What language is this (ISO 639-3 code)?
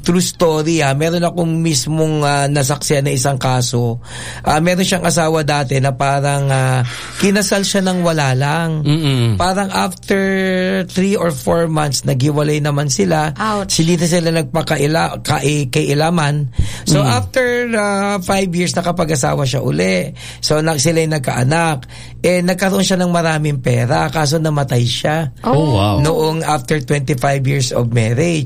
fil